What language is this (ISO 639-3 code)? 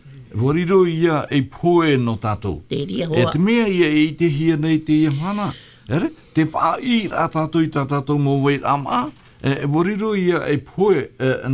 tah